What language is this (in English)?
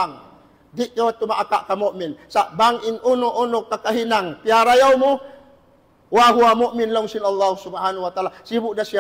Tausug